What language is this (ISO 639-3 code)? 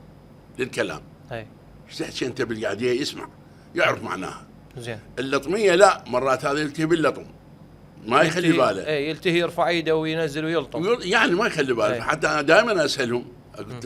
acm